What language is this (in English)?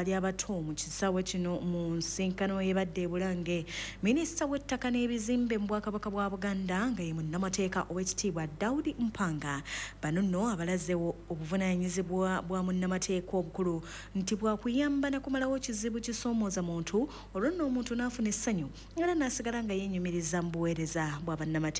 Ganda